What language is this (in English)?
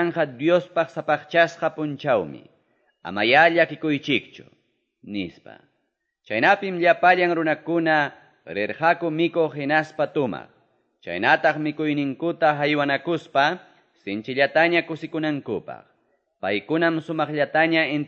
Quechua